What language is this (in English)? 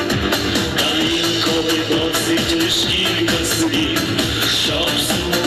Ukrainian